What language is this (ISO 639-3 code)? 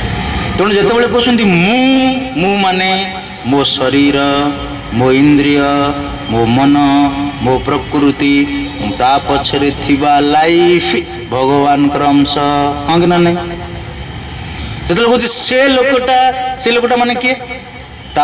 ori